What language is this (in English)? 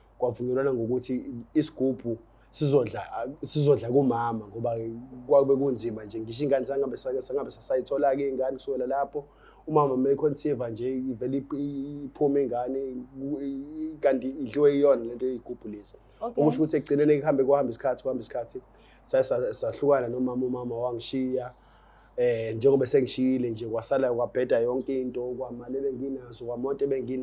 Zulu